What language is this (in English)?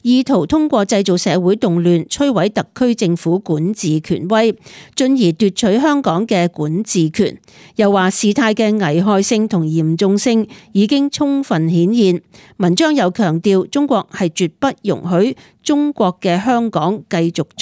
Cantonese